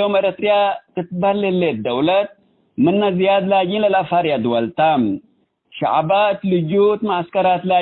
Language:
Tigre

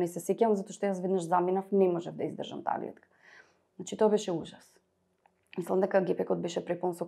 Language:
Macedonian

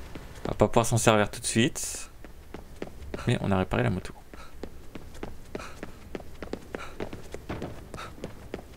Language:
French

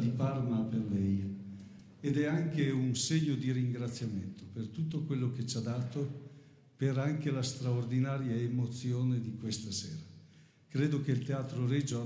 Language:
Italian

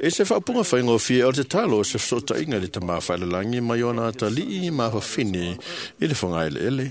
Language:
Samoan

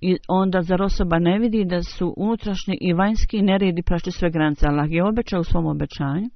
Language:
Bosnian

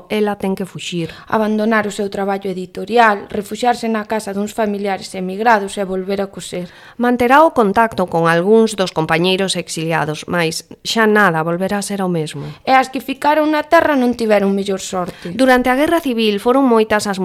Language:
Galician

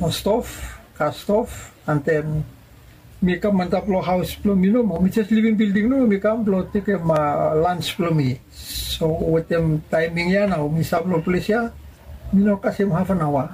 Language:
Bislama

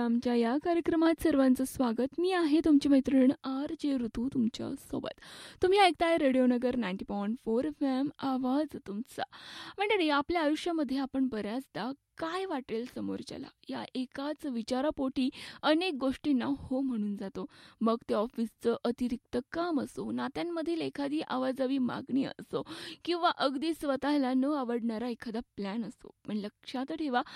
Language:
Marathi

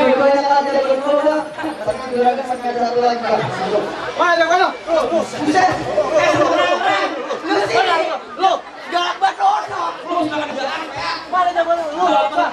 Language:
Betawi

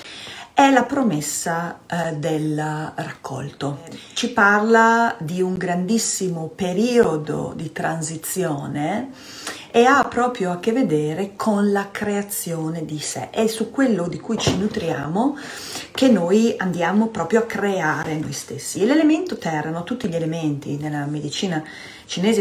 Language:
Italian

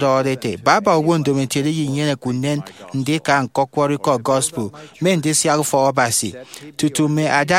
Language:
Efik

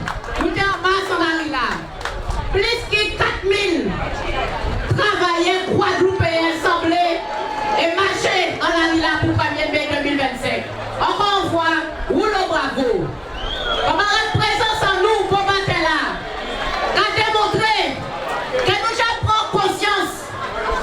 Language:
Guadeloupean Creole French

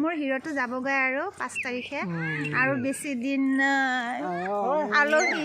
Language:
Assamese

